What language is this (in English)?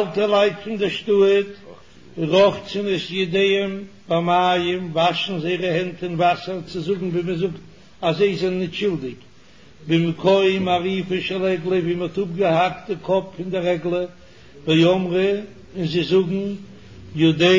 Yiddish